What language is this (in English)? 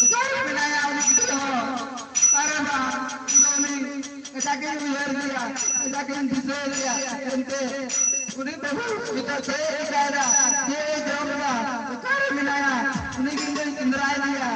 Santali